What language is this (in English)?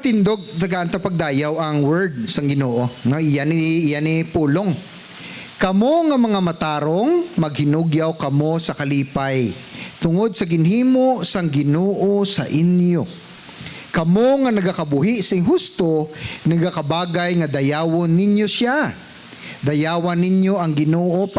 Hiligaynon